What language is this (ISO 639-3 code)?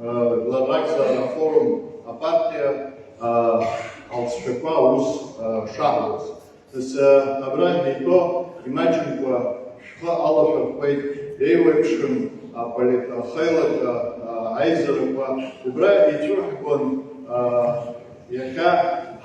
abk